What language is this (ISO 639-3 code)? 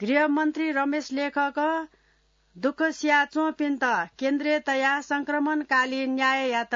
new